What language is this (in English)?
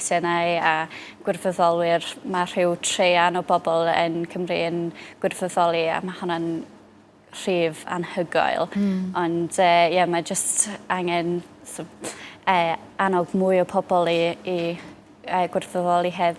Welsh